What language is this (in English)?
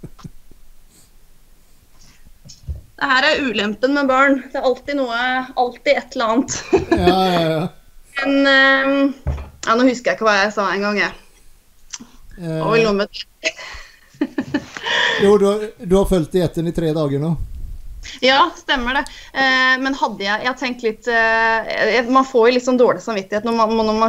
Norwegian